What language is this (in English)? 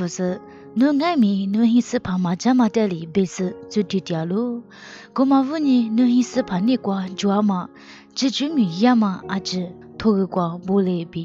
Lisu